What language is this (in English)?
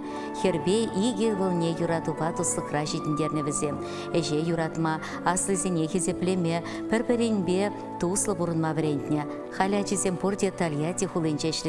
Chuvash